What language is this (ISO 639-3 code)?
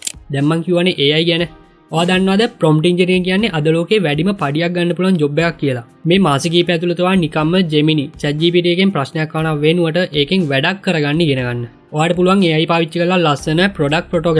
sin